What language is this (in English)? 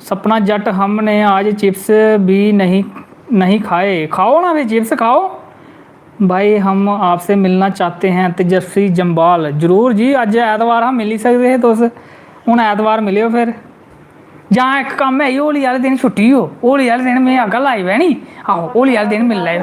Dogri